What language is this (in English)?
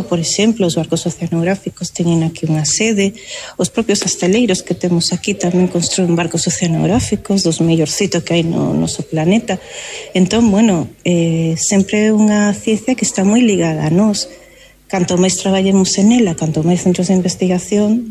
Galician